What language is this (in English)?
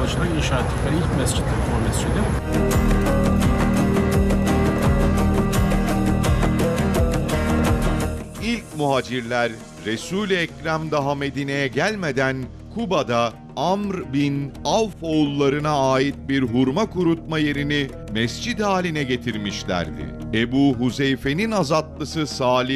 Turkish